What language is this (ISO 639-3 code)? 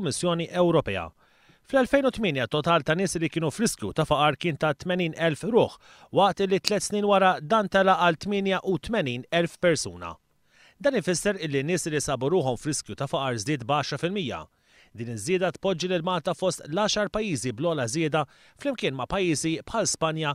mlt